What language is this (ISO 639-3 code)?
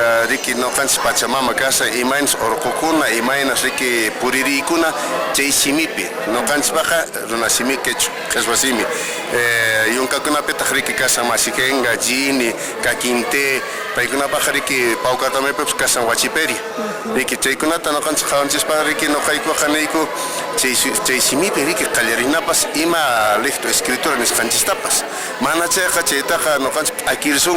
que